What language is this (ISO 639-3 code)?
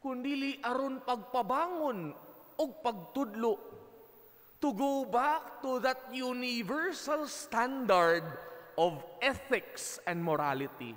ceb